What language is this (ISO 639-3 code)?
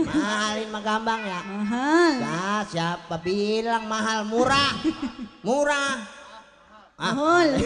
bew